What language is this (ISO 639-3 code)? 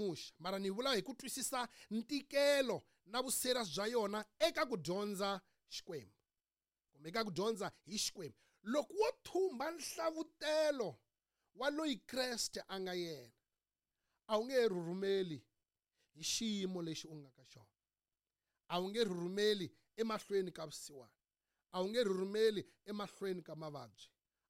tso